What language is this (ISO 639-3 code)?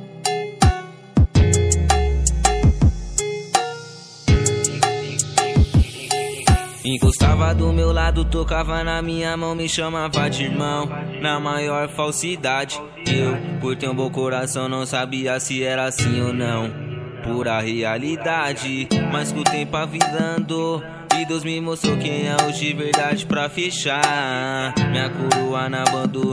por